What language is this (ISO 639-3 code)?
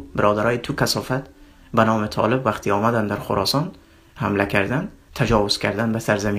tgk